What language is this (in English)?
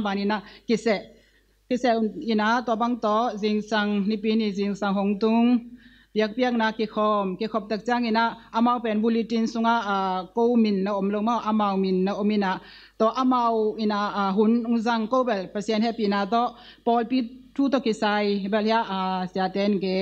Tedim Chin